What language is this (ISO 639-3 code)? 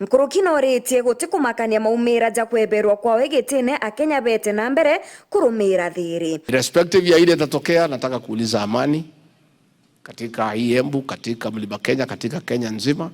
mer